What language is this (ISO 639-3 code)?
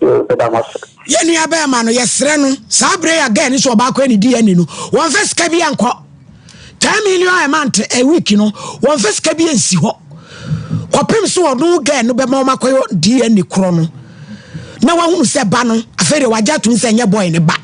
aka